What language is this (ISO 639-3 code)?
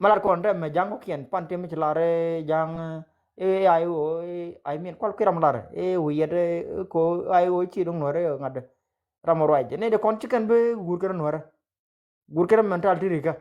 nus